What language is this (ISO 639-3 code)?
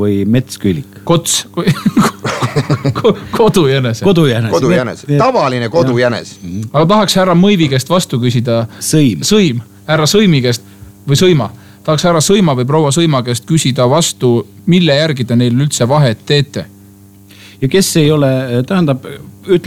est